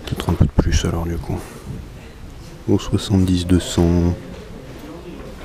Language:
French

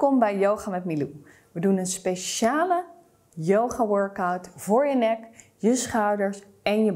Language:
Dutch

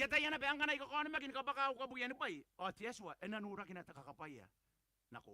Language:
Gilbertese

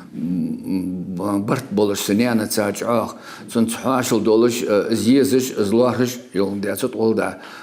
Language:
Ingush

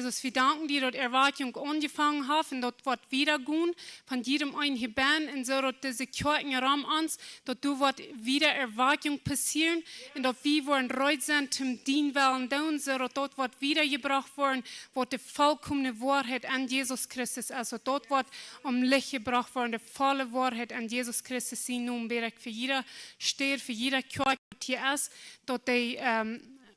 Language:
Plautdietsch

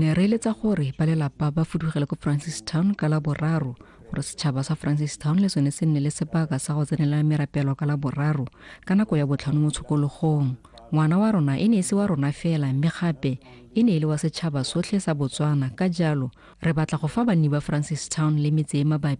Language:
Tswana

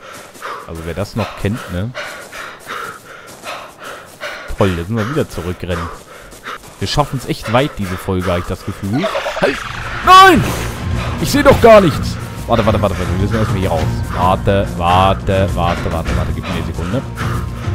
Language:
German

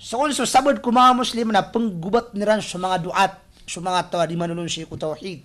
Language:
Maranao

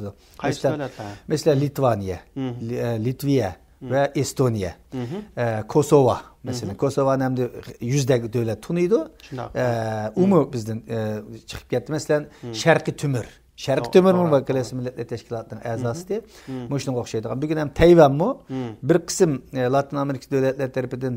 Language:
Uyghur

